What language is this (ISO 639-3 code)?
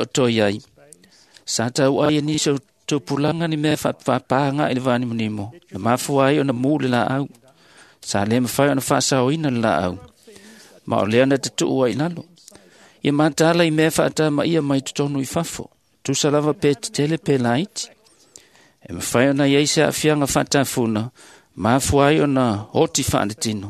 smo